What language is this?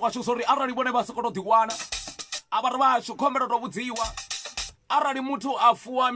Venda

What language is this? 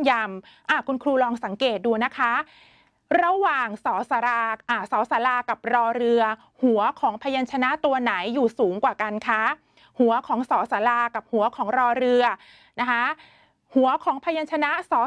Thai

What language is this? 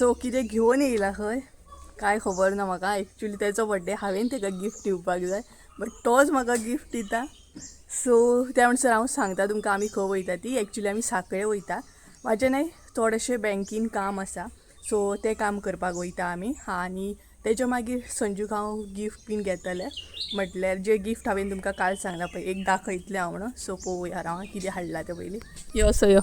Konkani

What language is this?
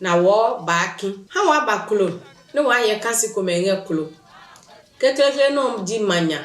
Adangme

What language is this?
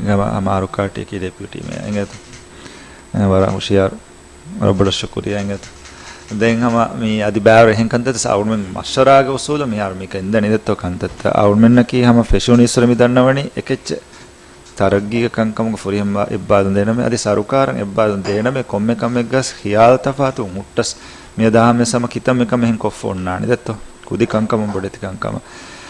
Divehi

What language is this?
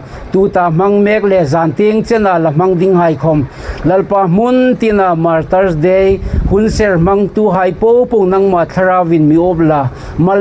Hmar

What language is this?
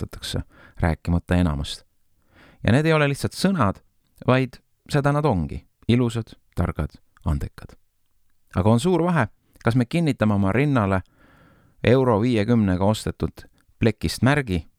Estonian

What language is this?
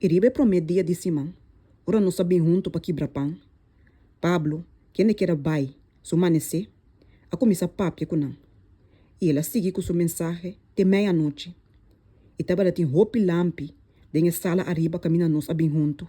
Papiamento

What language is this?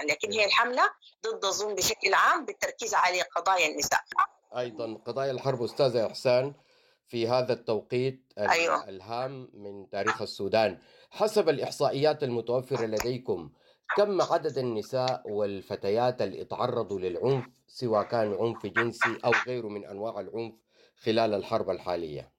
Sudanese Arabic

